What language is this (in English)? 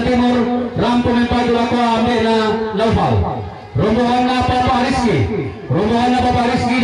Toraja-Sa'dan